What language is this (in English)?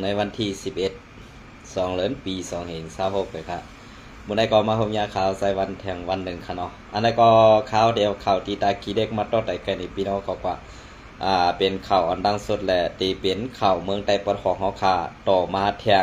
Shan